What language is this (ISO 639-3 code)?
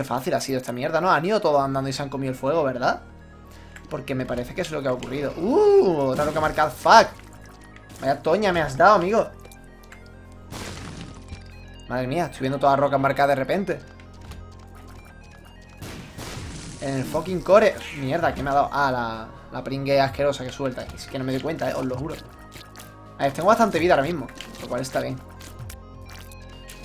spa